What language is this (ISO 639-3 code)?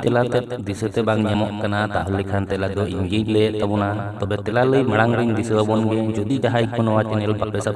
sat